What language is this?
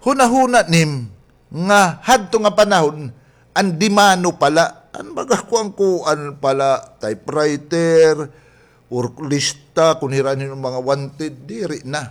Waray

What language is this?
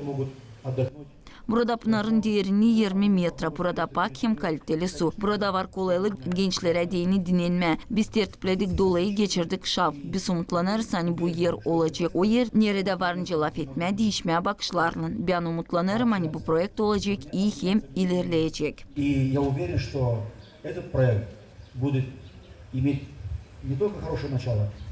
Gagauz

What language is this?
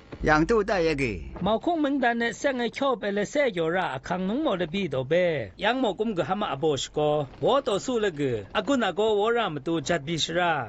Zaiwa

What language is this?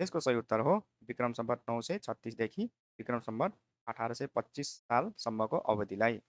Nepali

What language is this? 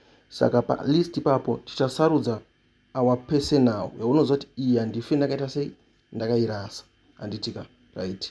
Shona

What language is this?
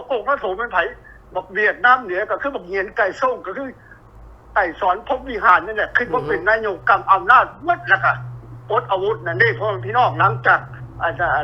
Lao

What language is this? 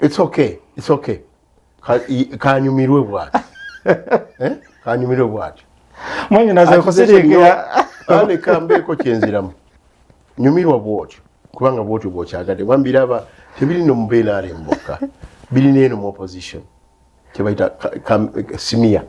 Ganda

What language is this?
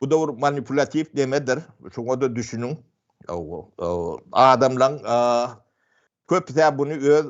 Turkmen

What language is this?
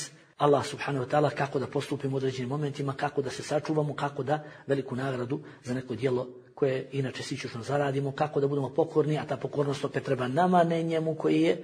Bosnian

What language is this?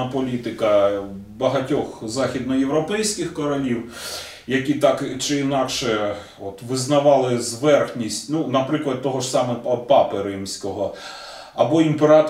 Ukrainian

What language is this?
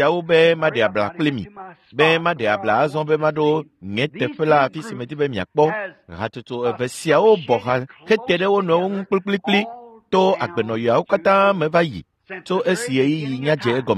Ewe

